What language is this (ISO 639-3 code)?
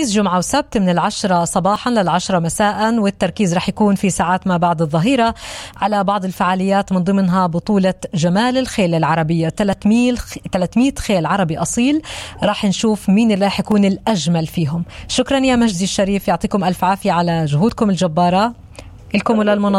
apc